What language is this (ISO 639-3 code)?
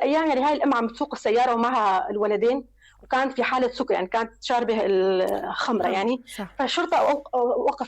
apc